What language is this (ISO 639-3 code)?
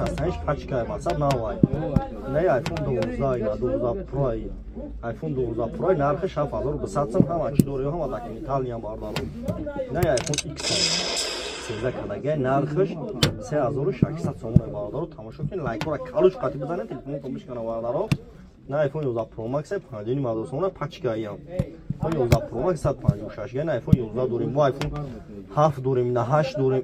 tgk